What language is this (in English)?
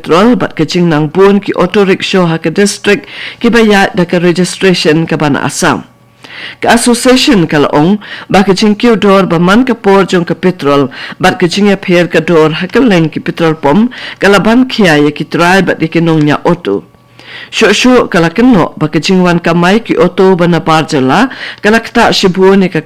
Khasi